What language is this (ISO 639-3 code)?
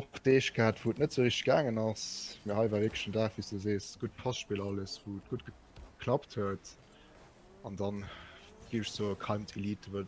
ltz